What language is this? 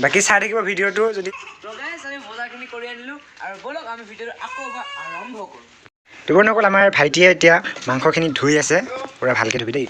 Assamese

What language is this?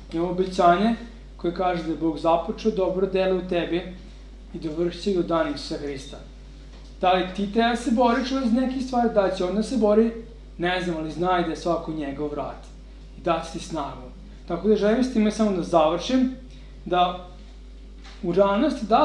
Serbian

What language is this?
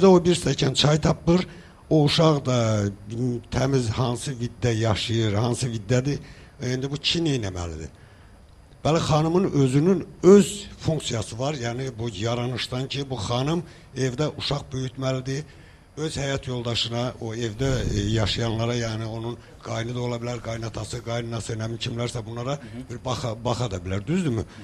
Azerbaijani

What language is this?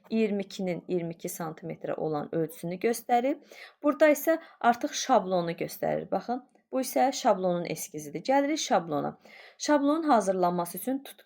Azerbaijani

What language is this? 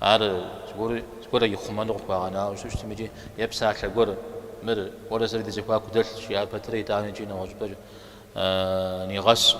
Kabardian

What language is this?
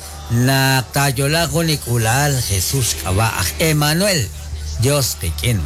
Kekchí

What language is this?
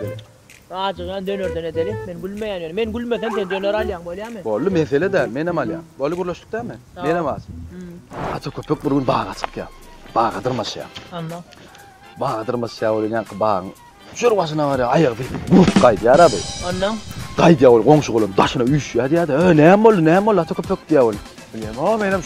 Turkmen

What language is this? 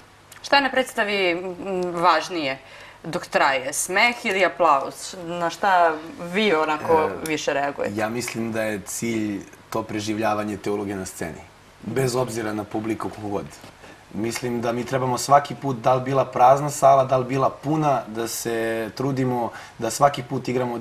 Serbian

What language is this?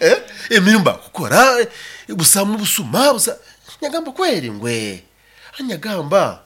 Nyoro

